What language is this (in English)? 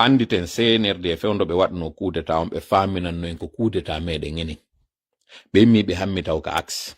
Pular